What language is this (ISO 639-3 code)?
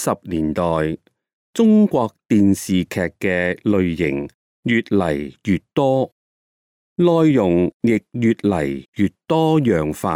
yue